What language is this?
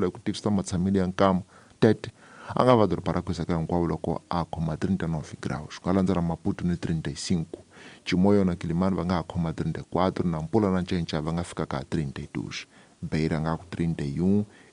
Tsonga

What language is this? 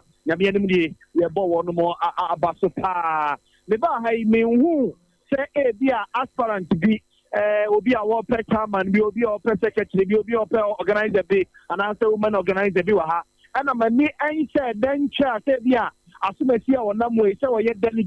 Akan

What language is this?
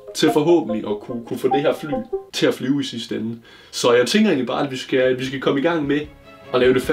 Danish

